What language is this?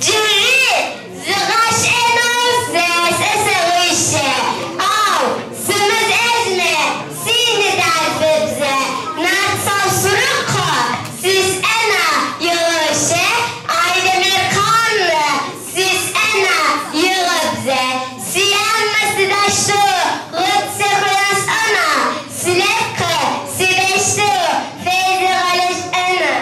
Kabardian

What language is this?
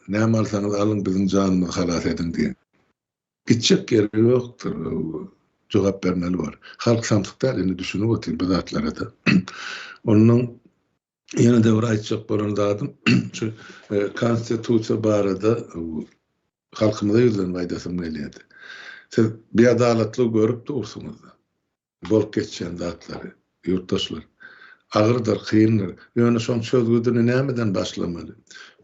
Turkmen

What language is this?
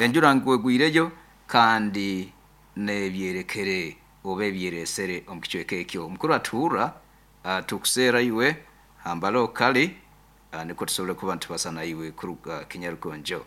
Nyankole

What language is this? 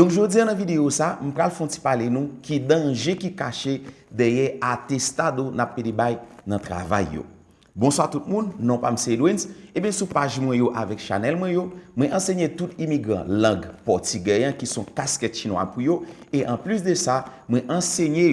Haitian Creole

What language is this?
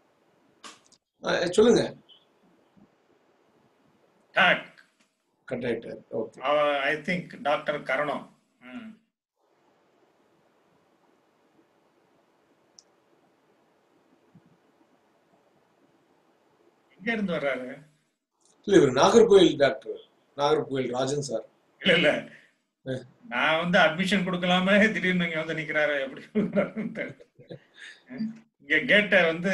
Tamil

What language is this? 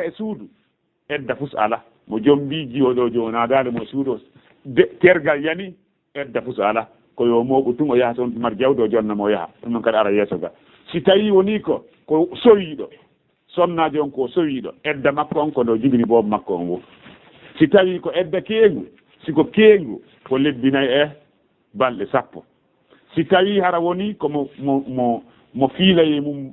Fula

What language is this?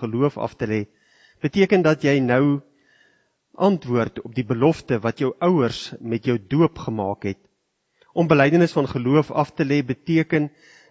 Afrikaans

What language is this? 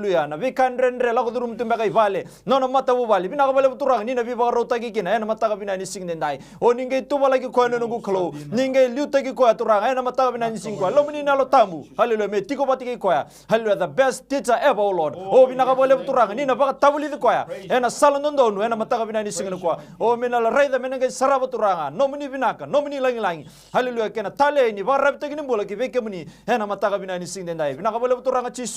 Fijian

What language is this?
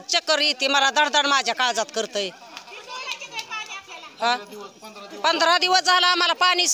Marathi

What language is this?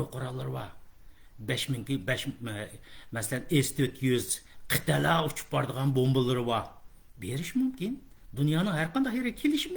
Uyghur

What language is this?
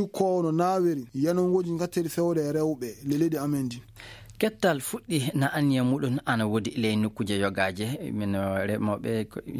Maasina Fulfulde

